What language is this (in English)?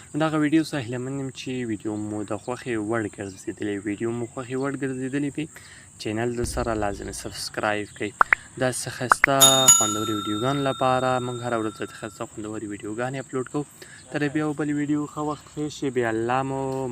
Pashto